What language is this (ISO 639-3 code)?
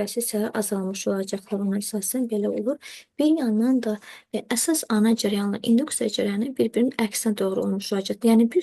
aze